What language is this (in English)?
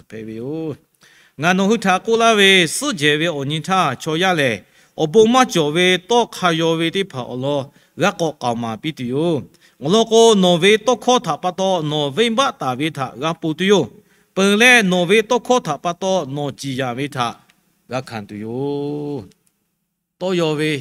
Lahu